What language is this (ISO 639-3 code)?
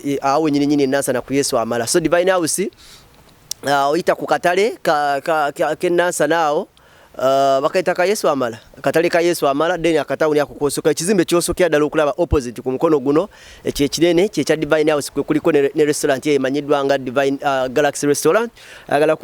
lug